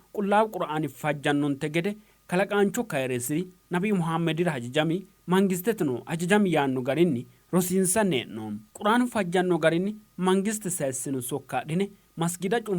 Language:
Sidamo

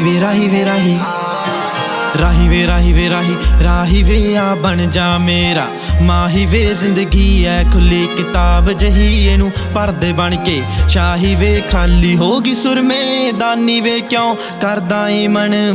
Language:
Punjabi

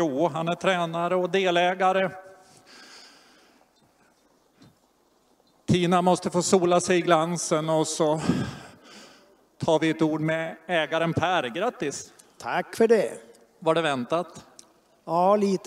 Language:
Swedish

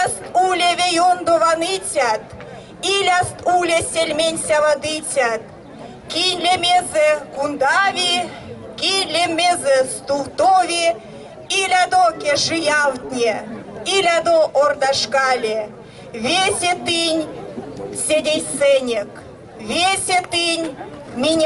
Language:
Erzya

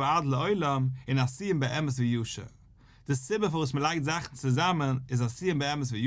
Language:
Yiddish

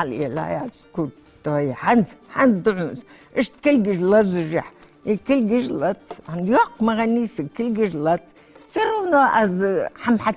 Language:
Ingush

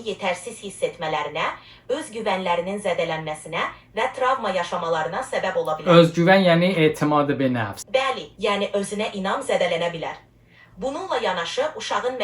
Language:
Azerbaijani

